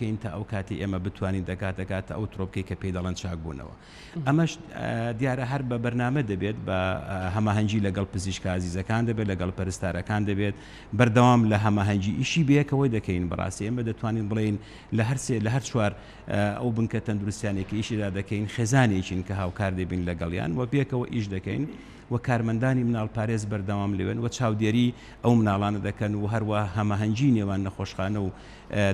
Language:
Central Kurdish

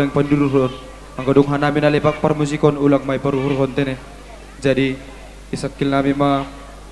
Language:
Batak Simalungun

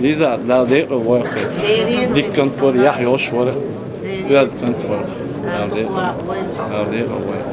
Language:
Chechen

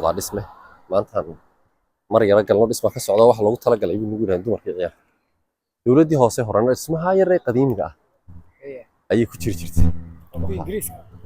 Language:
Somali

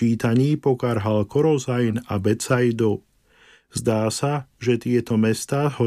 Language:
Slovak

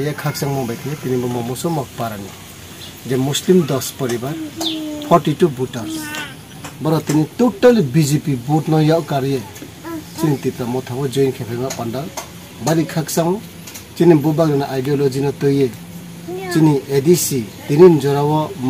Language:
Kok Borok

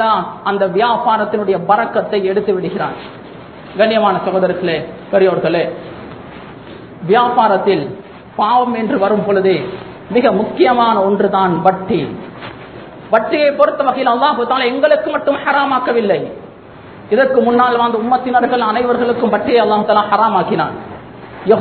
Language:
Tamil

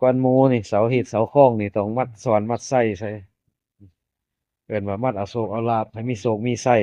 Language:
Lao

